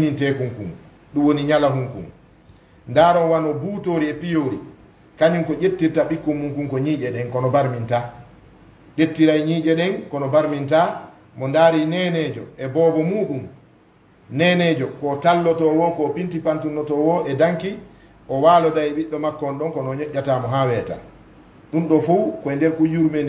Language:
Fula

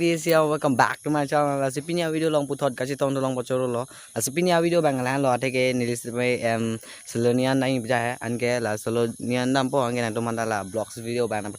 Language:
Karbi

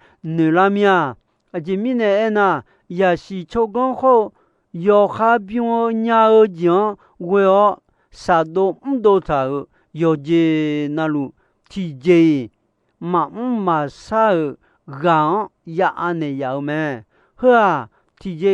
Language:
Akha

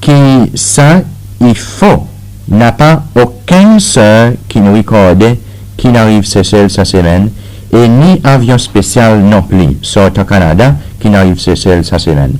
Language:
Seselwa Creole French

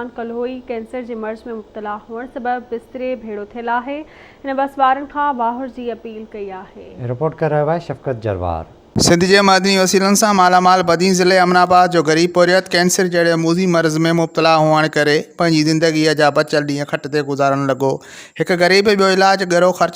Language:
Sindhi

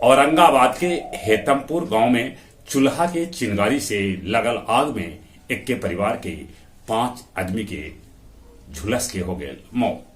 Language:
Magahi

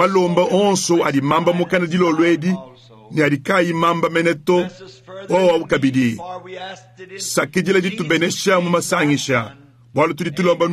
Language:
Luba-Lulua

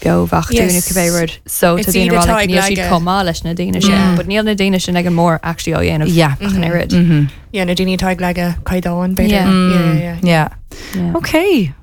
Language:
Irish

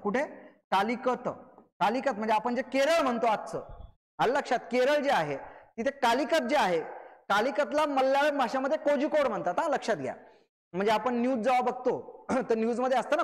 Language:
Marathi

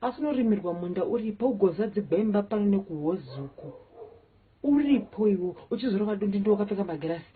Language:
Shona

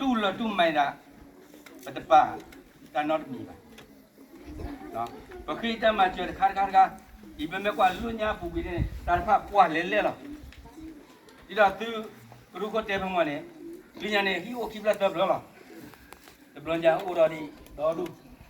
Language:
S'gaw Karen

